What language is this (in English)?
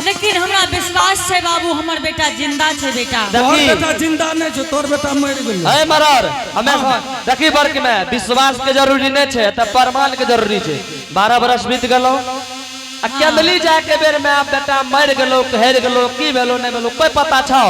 Angika